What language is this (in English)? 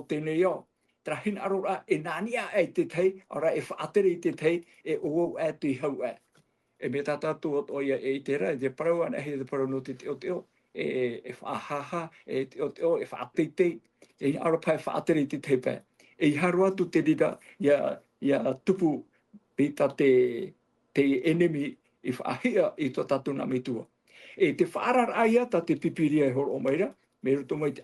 Tahitian